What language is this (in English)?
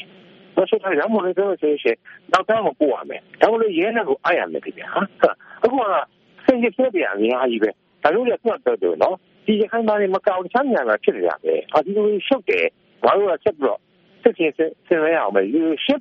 Burmese